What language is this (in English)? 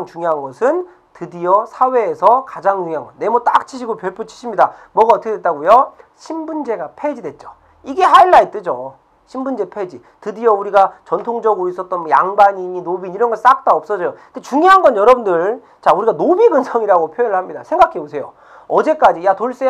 Korean